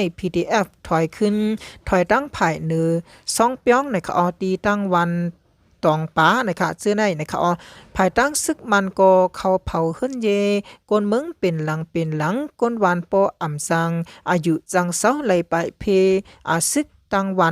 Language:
Shan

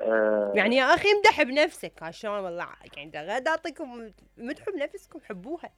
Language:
Mesopotamian Arabic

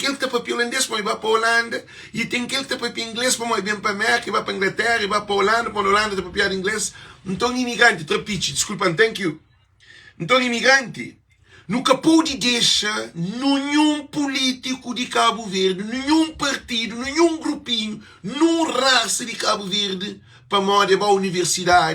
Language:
Kabuverdianu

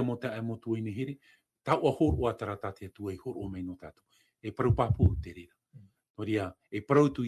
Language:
Tahitian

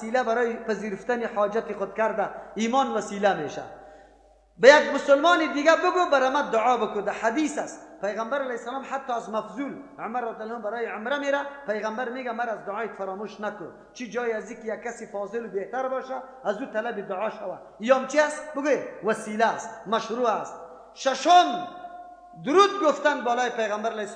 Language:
Persian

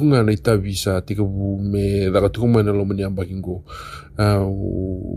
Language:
Fijian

